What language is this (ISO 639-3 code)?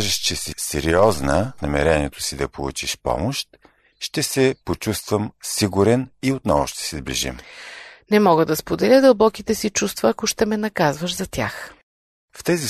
bul